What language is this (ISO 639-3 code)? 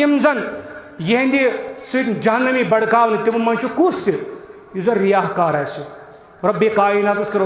kas